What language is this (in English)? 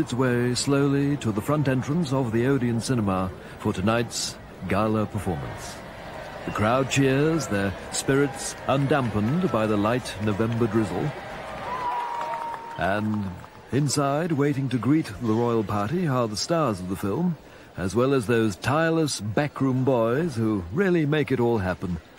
English